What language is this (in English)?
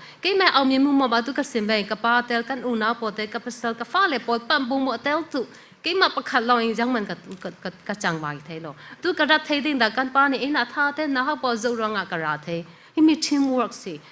Falam Chin